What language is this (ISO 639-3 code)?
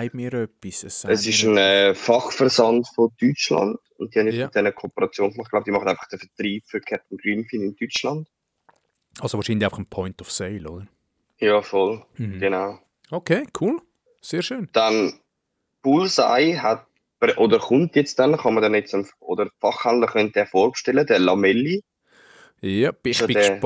gsw